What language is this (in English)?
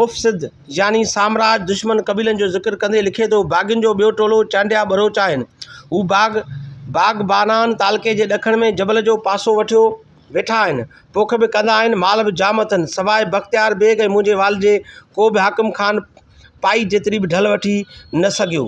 Sindhi